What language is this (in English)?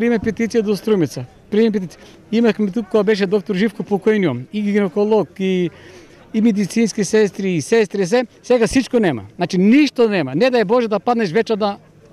Macedonian